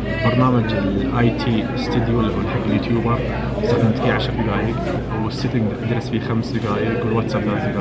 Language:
Najdi Arabic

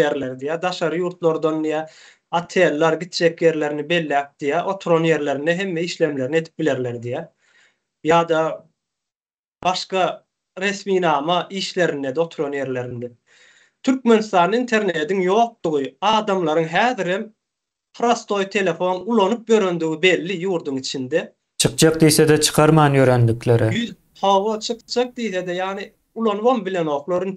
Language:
Turkmen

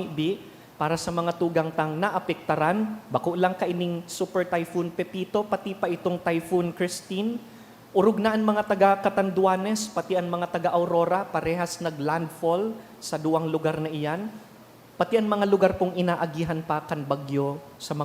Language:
Bikol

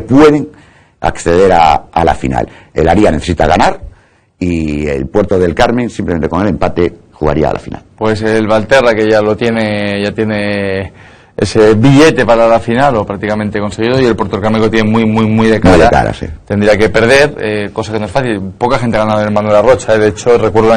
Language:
Spanish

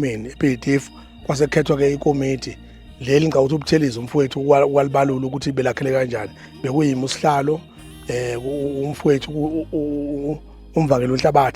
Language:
Zulu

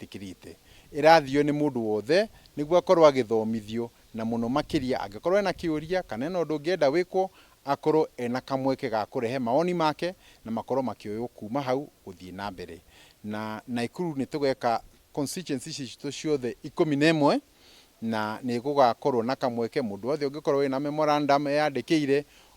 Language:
Kikuyu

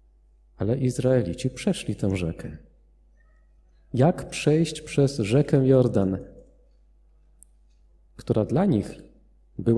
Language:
Polish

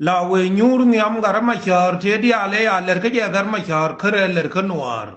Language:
Nuer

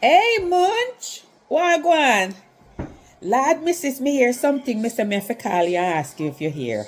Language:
Jamaican Creole English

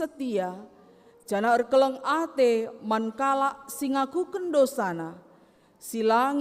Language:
Batak Karo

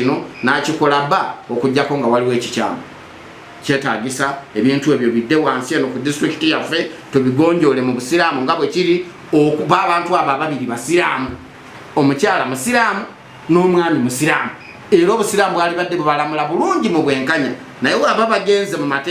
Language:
Ganda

